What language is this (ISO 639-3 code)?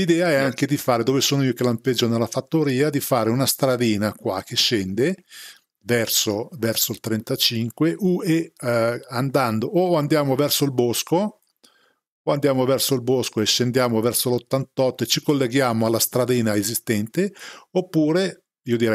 ita